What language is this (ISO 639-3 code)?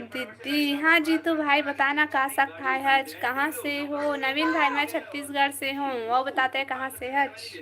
hne